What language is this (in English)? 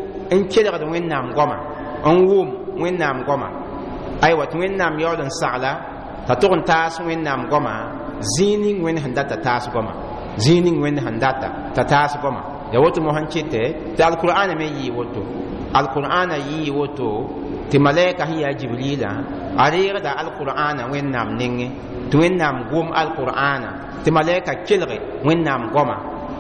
Mossi